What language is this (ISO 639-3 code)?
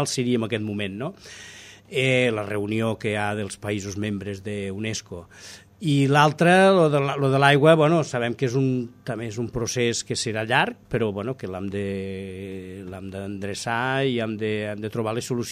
cat